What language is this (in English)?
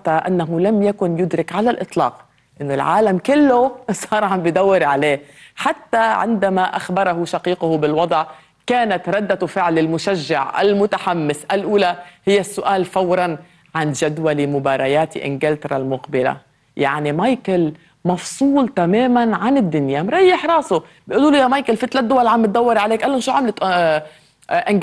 North Levantine Arabic